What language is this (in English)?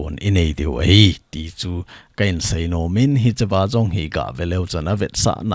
Thado Chin